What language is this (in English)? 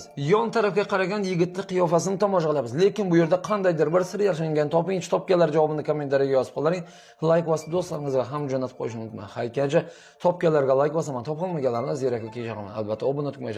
Uzbek